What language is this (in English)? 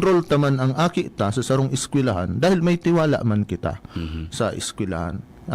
Bikol